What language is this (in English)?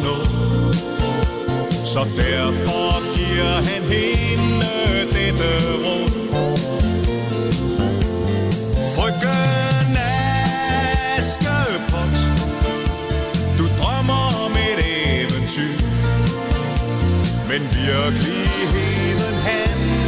Danish